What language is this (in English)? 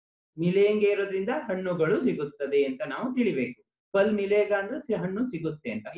Kannada